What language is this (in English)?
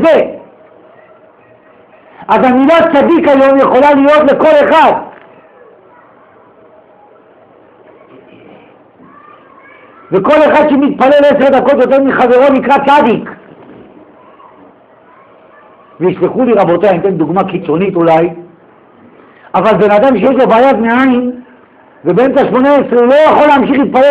Hebrew